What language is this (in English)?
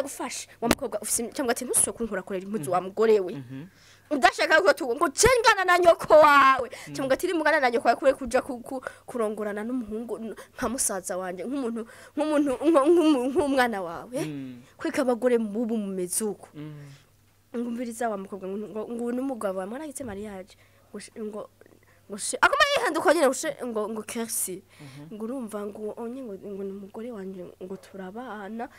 Rundi